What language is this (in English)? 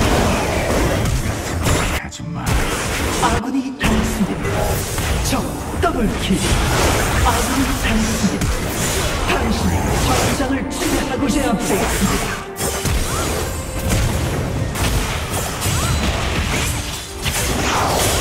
Korean